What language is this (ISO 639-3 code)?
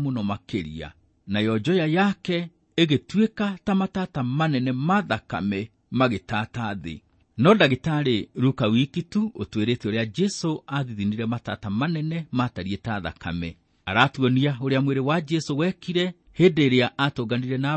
kik